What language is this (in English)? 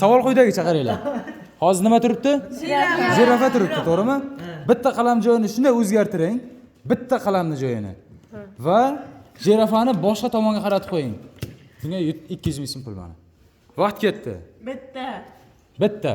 Uzbek